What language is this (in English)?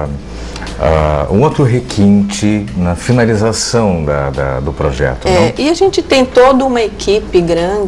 Portuguese